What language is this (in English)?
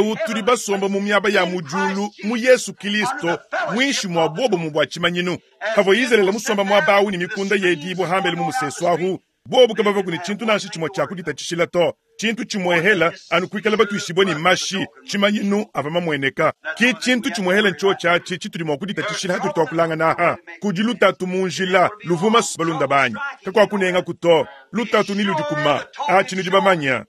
Luba-Lulua